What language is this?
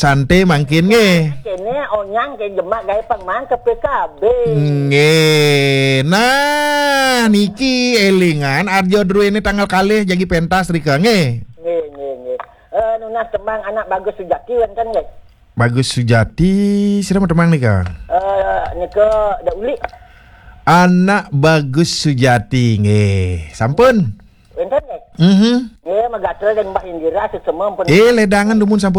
Balinese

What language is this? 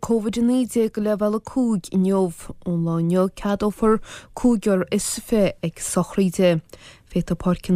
Irish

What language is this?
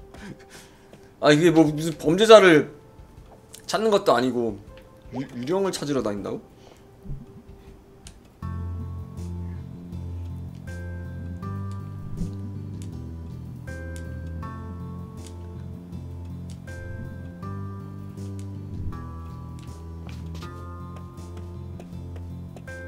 Korean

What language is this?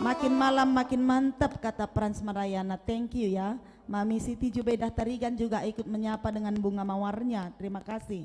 Batak Karo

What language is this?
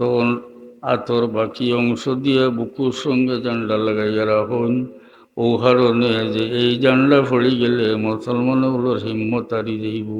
Sylheti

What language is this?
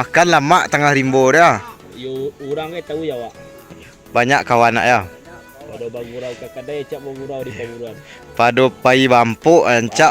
Minangkabau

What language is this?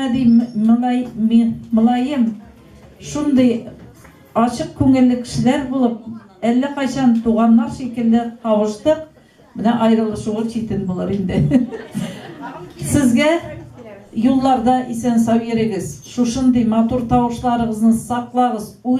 Tatar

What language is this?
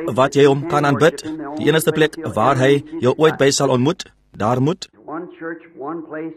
Afrikaans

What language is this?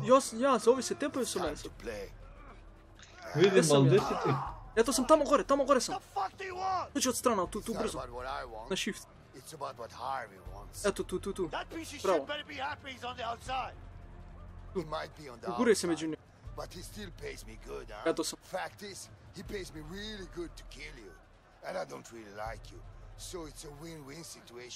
Croatian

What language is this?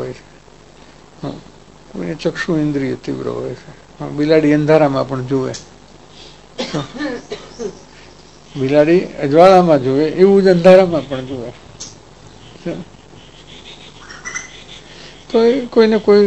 Gujarati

